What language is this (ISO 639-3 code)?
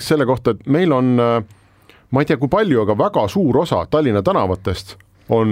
est